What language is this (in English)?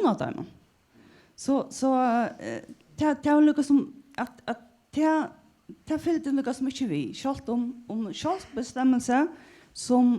Faroese